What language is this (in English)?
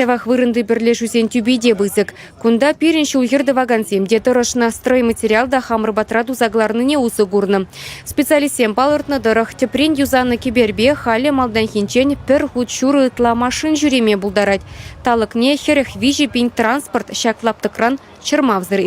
Chuvash